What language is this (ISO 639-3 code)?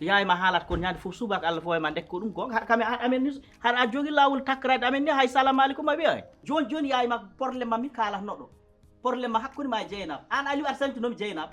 ful